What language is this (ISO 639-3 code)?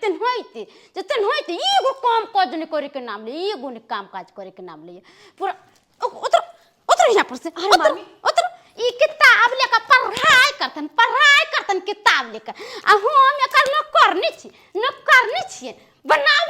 mai